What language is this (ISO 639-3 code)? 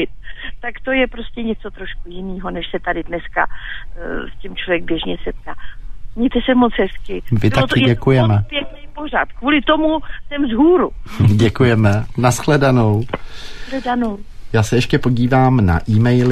ces